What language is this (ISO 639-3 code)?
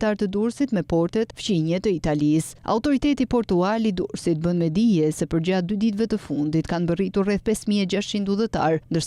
sqi